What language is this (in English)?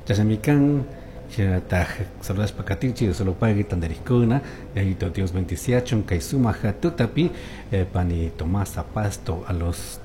Chimborazo Highland Quichua